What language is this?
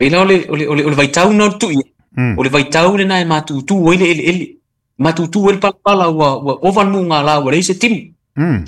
Samoan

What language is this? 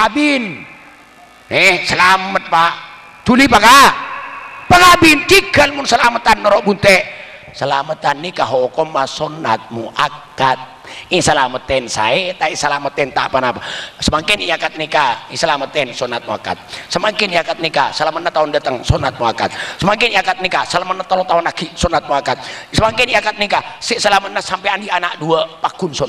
Madurese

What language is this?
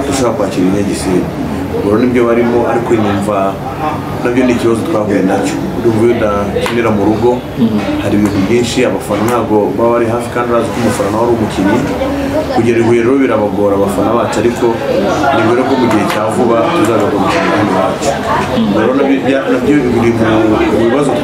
Kinyarwanda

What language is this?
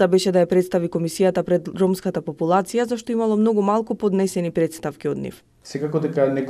Macedonian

